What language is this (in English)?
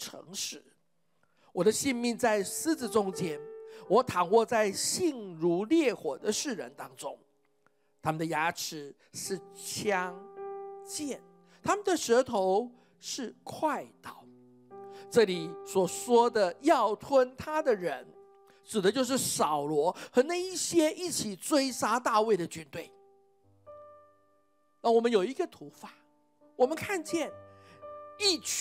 Chinese